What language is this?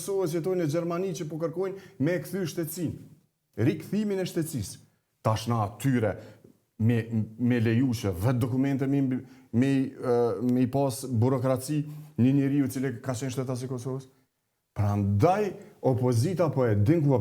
Albanian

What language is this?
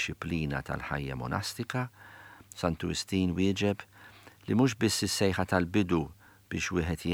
Maltese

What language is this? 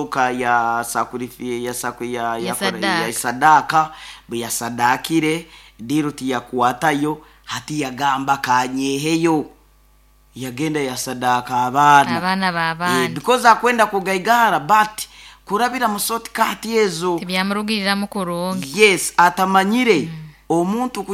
Nyoro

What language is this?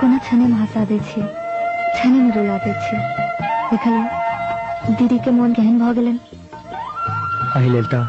Maithili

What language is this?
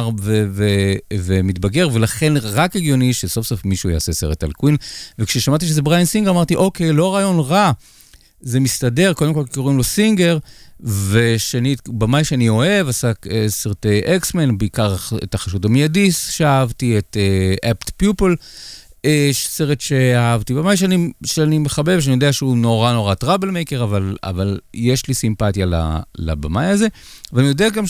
Hebrew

